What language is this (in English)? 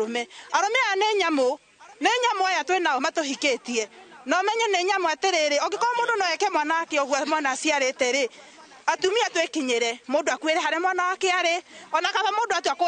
Kikuyu